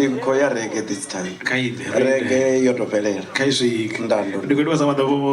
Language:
Venda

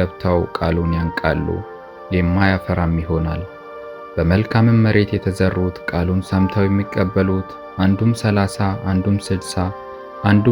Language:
Amharic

